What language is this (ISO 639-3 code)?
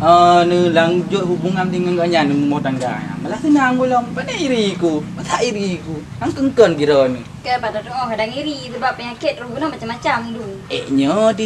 ace